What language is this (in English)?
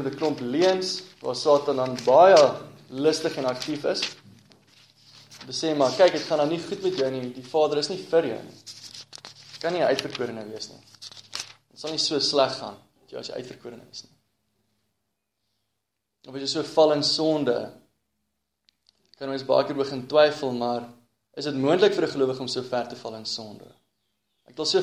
Afrikaans